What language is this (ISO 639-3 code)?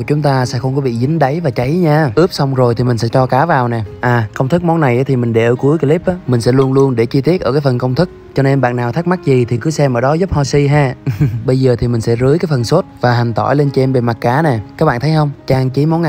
vie